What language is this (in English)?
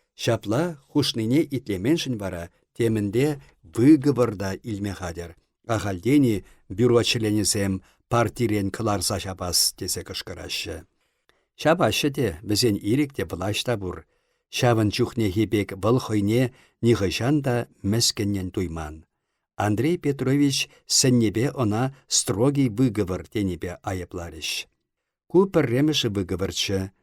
Chuvash